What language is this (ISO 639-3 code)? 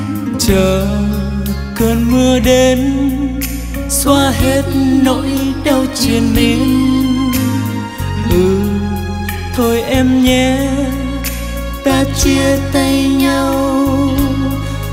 vie